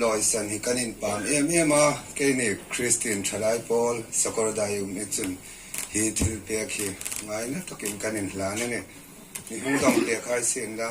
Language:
Hmar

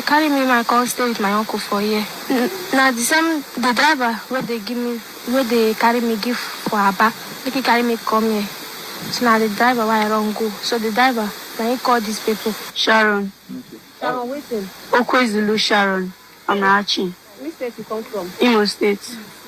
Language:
Nigerian Pidgin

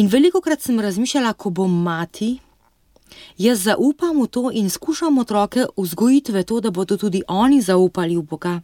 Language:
Slovenian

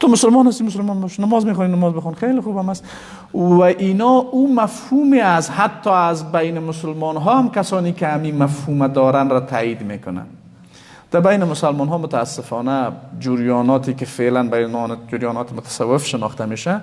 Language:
Persian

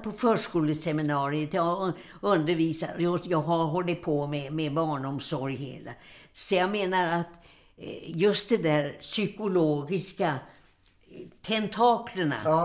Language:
Swedish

